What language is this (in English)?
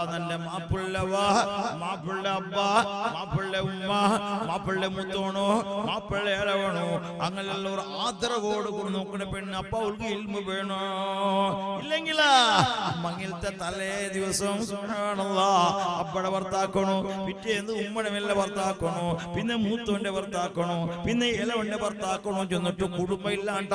Malayalam